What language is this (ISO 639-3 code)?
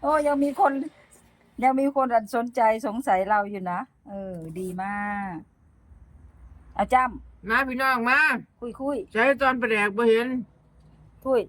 lao